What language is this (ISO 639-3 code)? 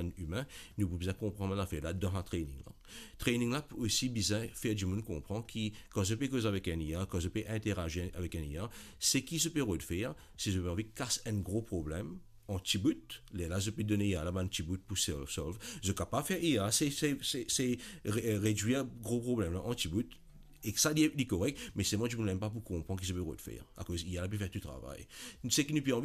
mfe